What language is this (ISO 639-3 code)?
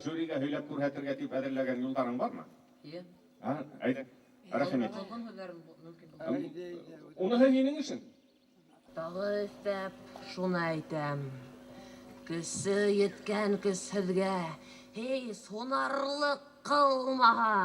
bak